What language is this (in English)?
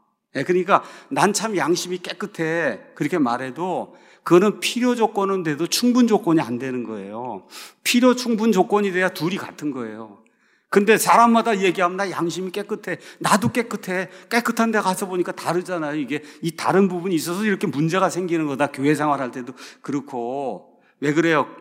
Korean